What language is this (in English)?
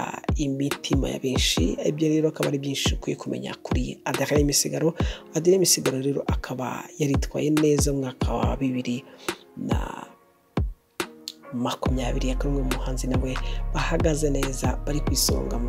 Kinyarwanda